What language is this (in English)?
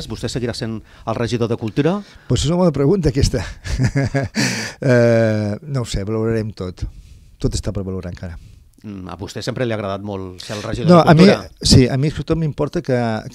Catalan